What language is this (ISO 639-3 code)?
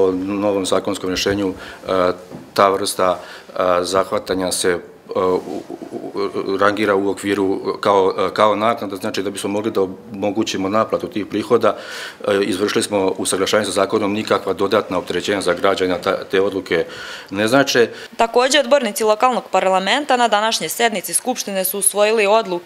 srp